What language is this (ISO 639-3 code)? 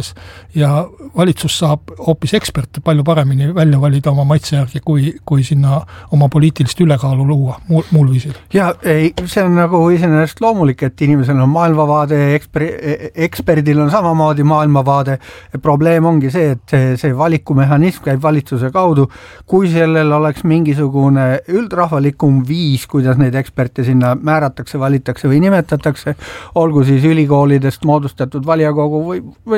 est